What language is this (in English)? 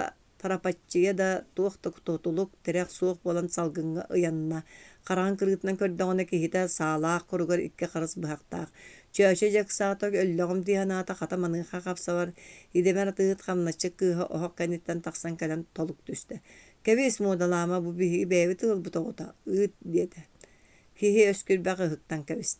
Yakut